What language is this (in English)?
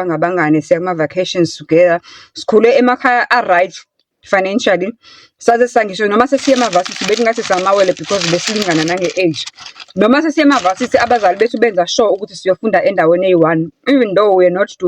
Zulu